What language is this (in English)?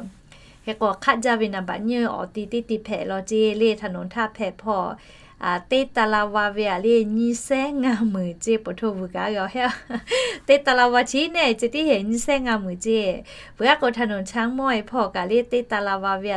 Lahu